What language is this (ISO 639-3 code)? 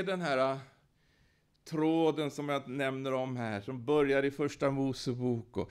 swe